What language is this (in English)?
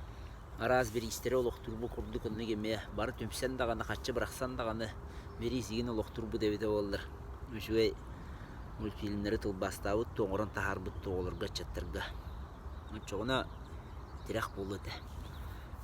Yakut